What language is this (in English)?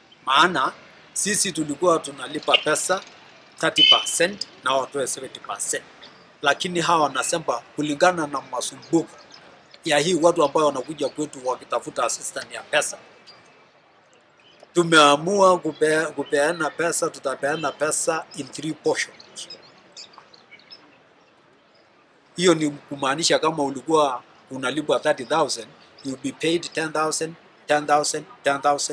Swahili